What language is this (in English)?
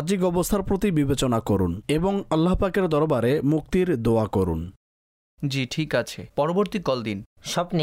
Bangla